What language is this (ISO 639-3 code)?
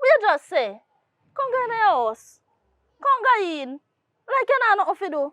jam